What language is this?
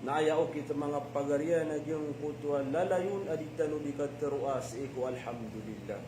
Maranao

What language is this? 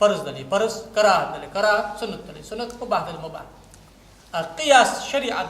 Ingush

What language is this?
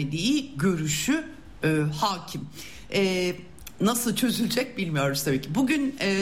Turkish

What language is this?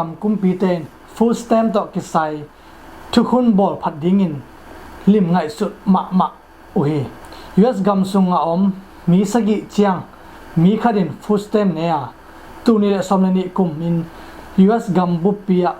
Tedim Chin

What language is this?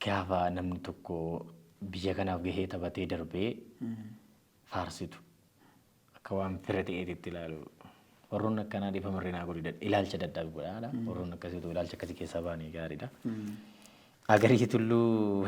Oromo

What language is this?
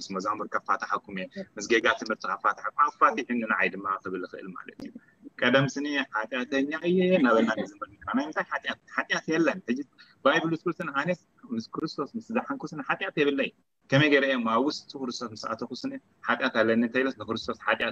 Tigrinya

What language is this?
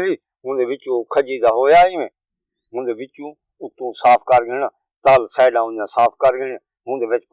Saraiki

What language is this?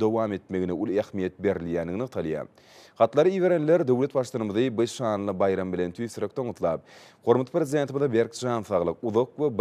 Turkmen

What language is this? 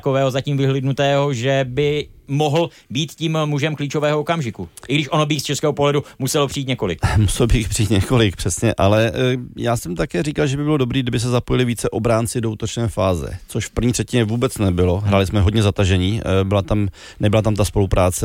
Czech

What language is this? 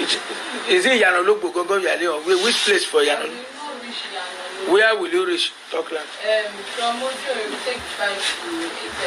Nigerian Pidgin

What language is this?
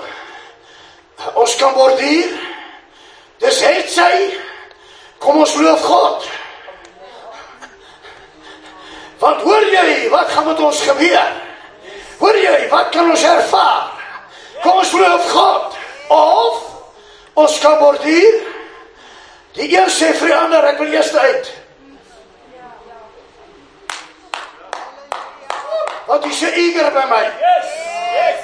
Afrikaans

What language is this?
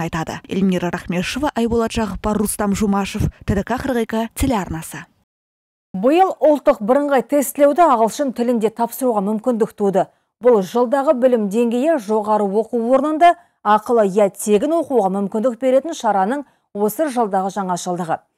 Kazakh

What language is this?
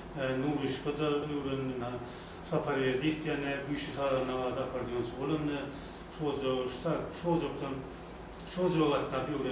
Turkmen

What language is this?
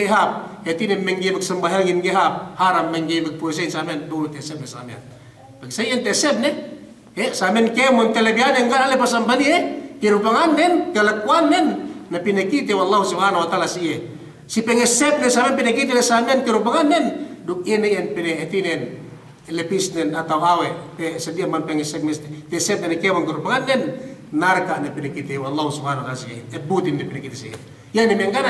Yakan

